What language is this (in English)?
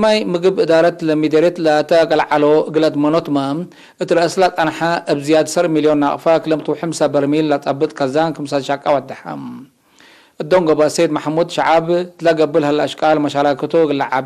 Tigre